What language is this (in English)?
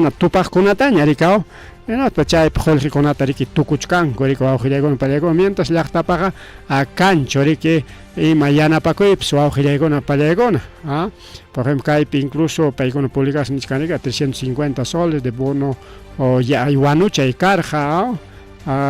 Ayacucho Quechua